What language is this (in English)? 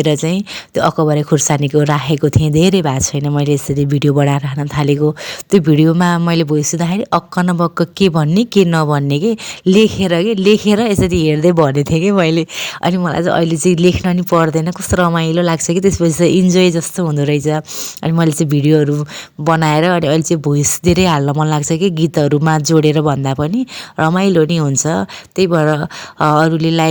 Nepali